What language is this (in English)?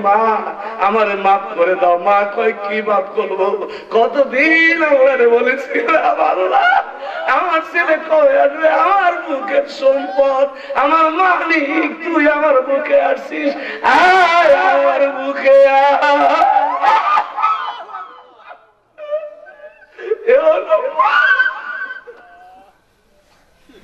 Bangla